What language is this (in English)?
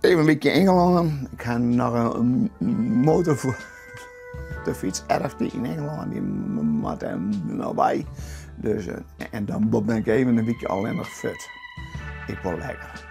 Western Frisian